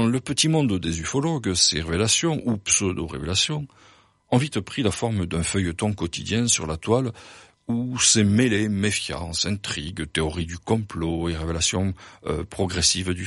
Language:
French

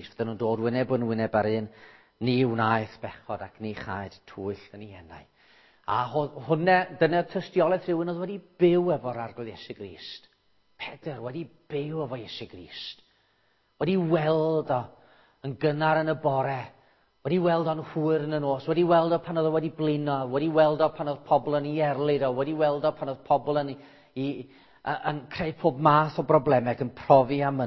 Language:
Welsh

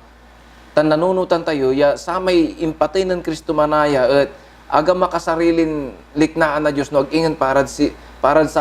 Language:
Pangasinan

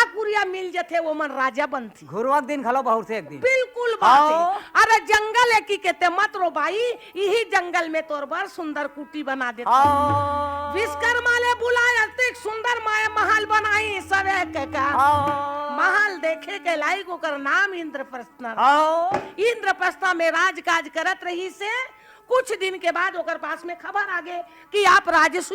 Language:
Chhattisgarhi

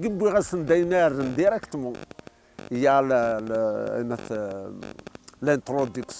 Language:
Kabyle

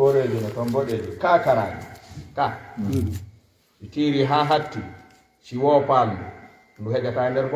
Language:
Fula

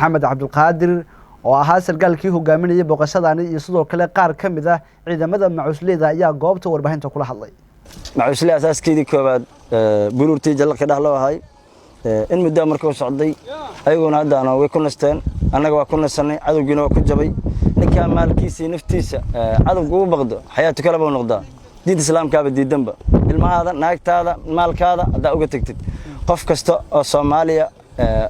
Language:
Somali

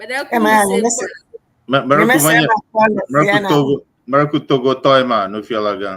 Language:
Ewe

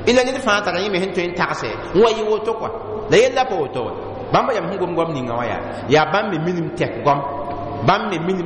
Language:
Mossi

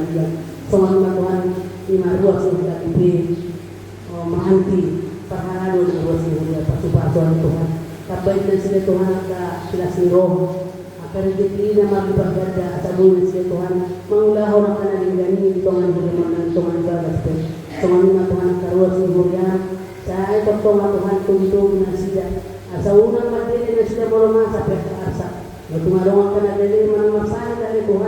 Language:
Batak Toba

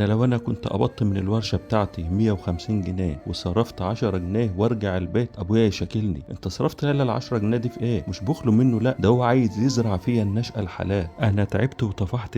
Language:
Egyptian Arabic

